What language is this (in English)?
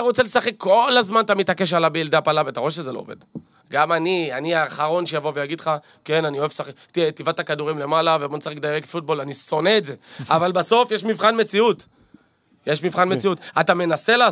Hebrew